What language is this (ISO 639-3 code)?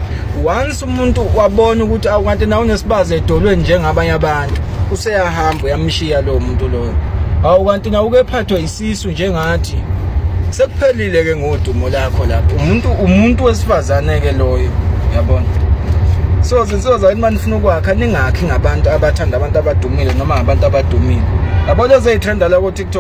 zul